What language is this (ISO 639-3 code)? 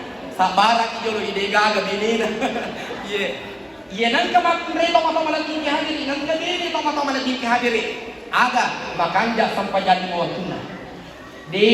bug